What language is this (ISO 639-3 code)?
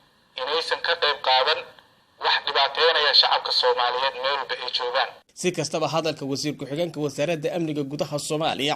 som